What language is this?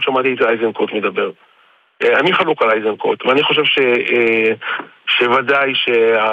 Hebrew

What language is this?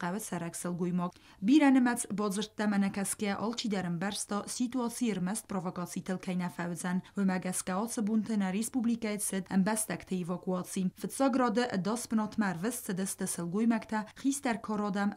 Ossetic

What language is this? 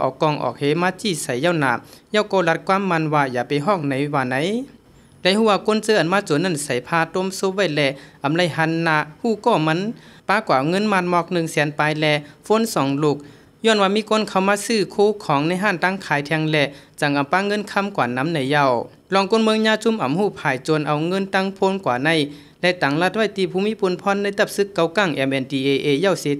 Shan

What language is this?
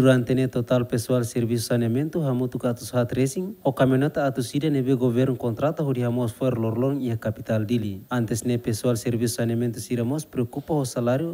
Tetum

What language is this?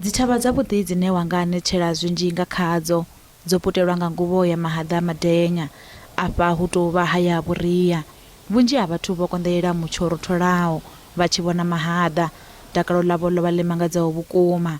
Venda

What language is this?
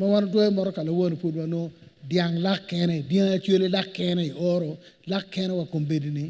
Acoli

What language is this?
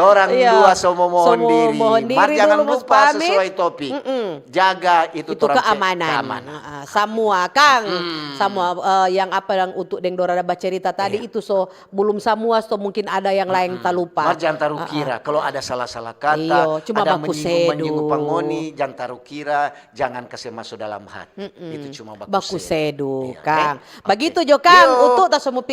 Manado Malay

